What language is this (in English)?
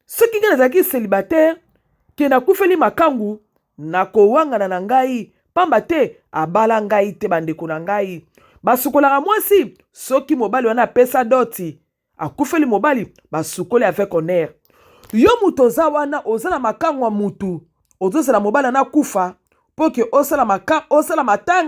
Lingala